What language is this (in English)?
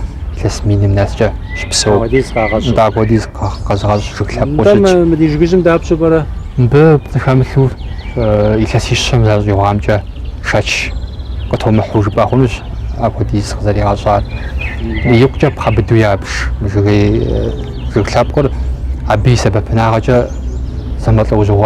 Kabardian